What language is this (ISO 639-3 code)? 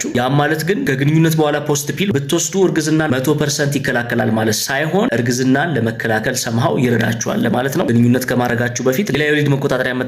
amh